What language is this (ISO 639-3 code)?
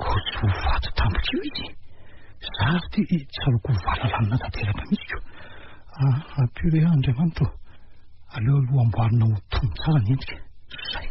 mlg